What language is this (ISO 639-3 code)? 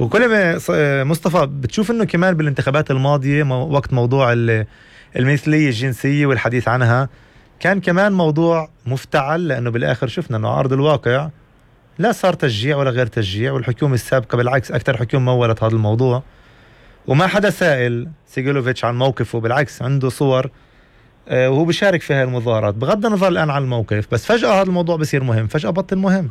apc